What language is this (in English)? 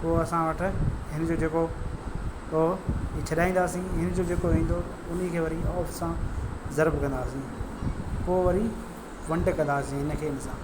Sindhi